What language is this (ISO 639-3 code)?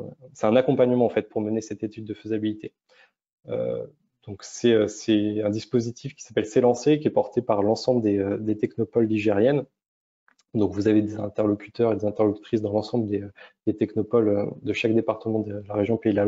fra